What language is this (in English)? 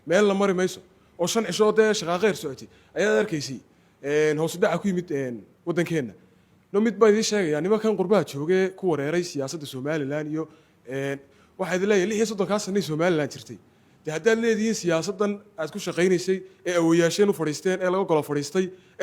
Somali